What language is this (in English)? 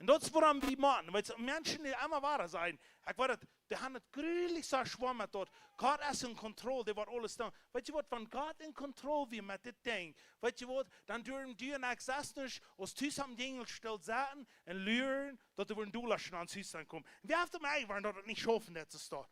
Plautdietsch